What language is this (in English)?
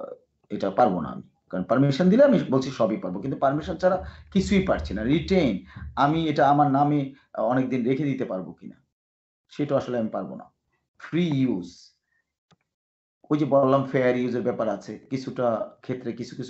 Bangla